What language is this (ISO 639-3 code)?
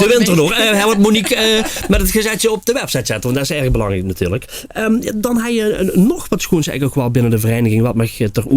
lim